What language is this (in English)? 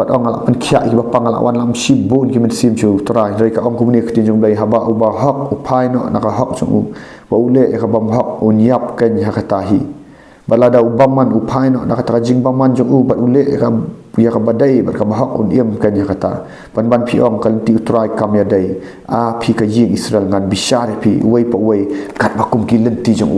Khasi